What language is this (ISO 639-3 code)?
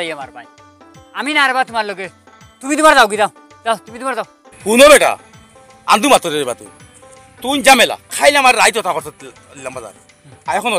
syl